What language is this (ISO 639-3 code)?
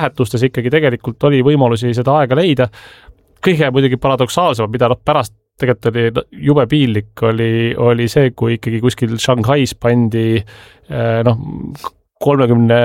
est